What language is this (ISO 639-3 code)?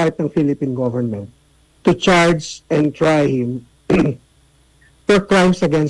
fil